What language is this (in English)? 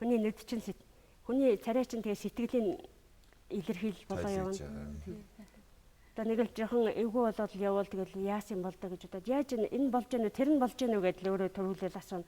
Mongolian